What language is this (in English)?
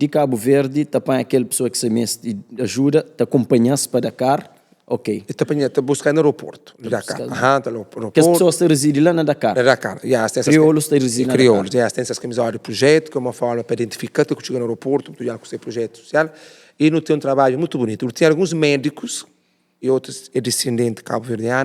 Kabuverdianu